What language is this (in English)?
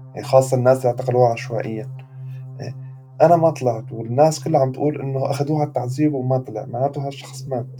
North Levantine Arabic